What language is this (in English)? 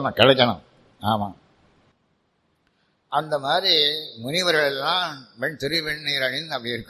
Tamil